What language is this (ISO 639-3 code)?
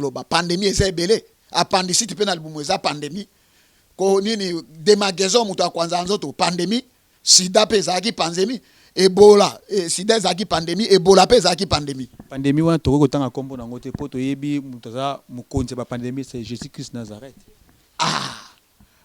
lin